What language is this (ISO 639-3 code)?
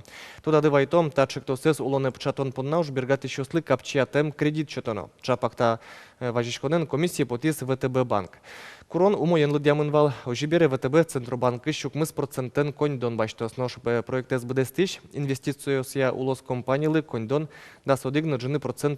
udm